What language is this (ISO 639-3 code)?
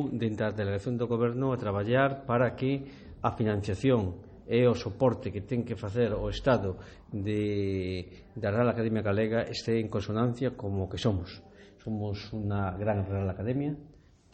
glg